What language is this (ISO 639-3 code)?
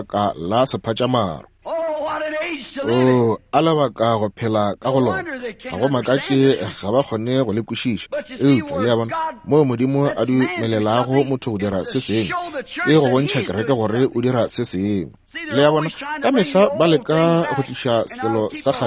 nso